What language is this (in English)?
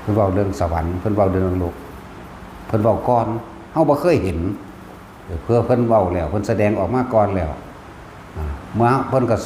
Northeastern Thai